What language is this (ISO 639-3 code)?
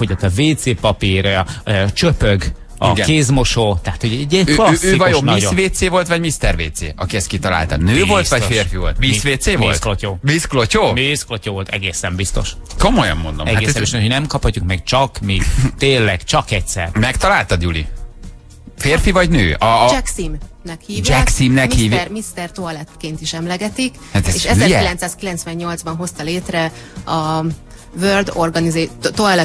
hun